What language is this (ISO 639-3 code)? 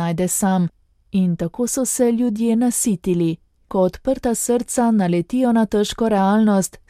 slv